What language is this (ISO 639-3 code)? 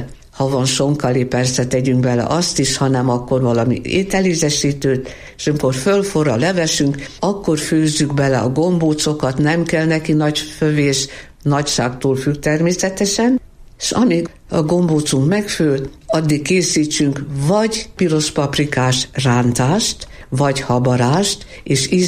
hun